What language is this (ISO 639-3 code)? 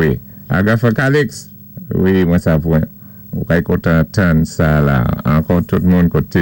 acf